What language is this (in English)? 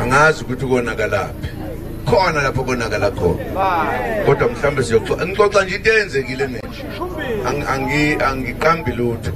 Zulu